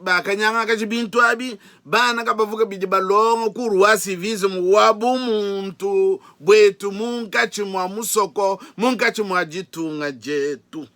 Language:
Luba-Lulua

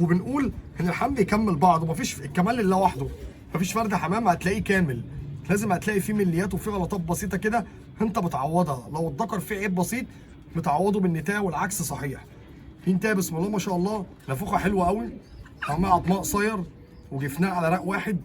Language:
Egyptian Arabic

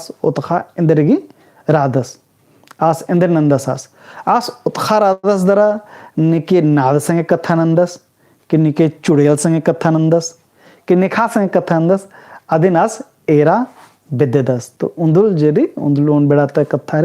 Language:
Kurukh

